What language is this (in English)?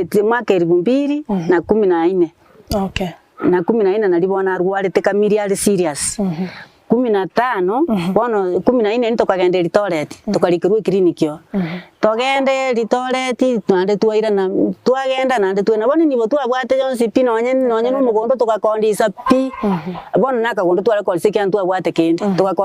Gusii